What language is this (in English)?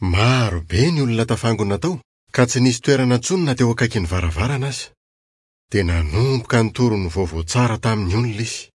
Malagasy